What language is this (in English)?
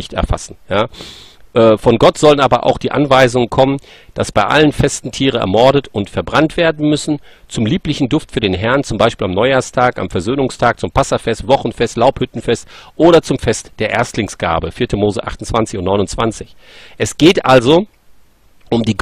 German